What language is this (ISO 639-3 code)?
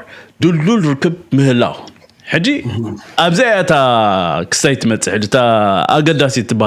tir